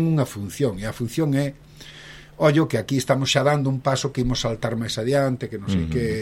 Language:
Galician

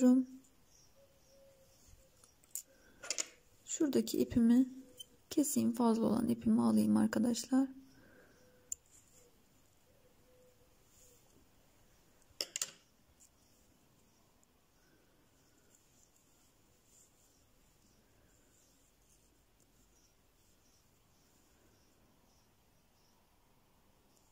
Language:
Turkish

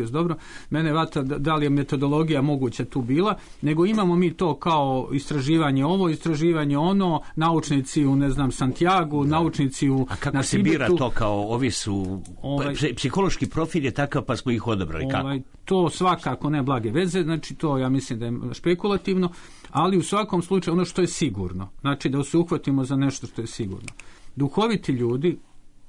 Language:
Serbian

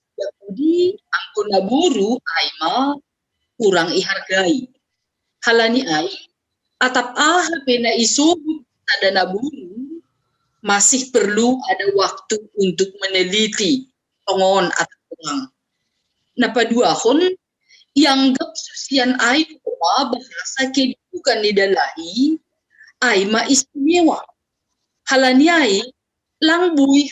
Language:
Batak Simalungun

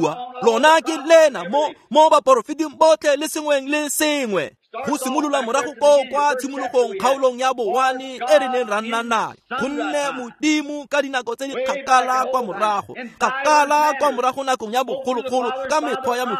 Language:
Tswana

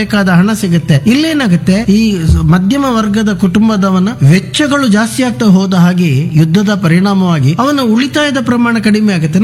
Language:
Kannada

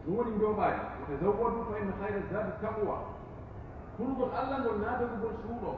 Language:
Pular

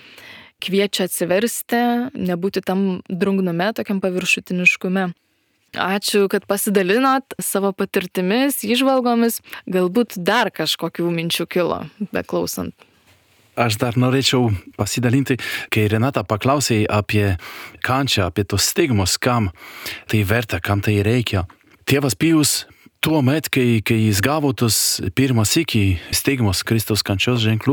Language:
Lithuanian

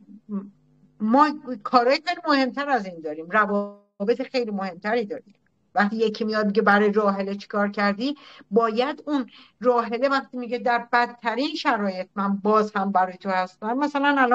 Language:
Persian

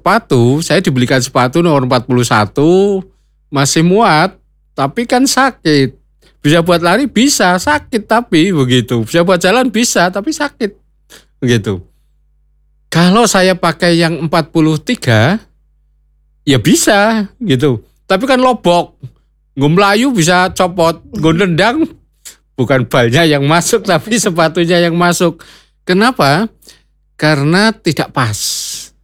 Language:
Indonesian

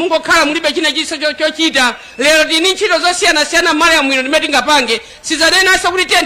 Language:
Nyanja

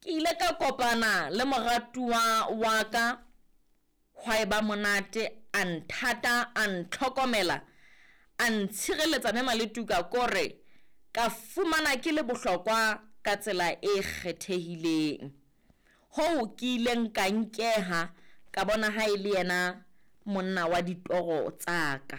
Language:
Southern Sotho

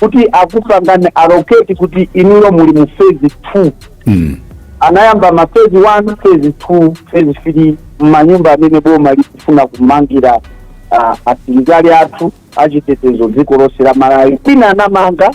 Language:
Nyanja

